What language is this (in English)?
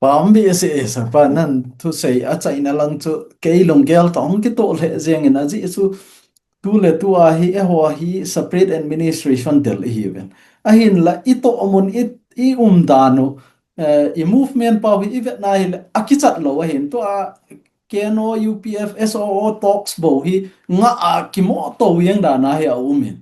Thado Chin